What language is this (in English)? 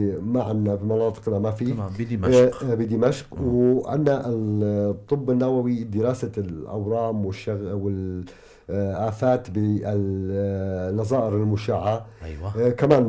North Levantine Arabic